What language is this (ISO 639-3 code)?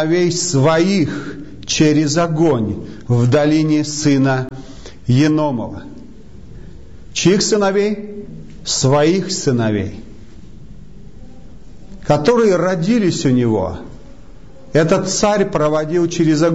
rus